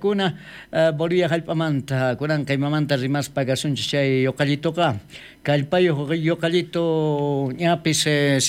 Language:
South Bolivian Quechua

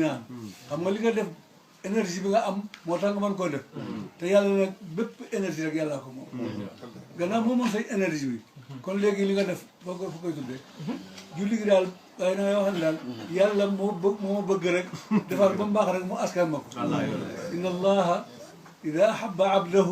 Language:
Wolof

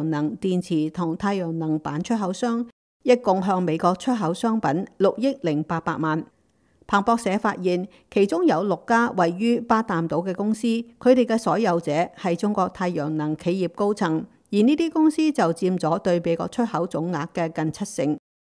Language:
Cantonese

